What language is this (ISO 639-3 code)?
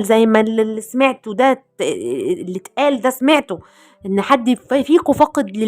arz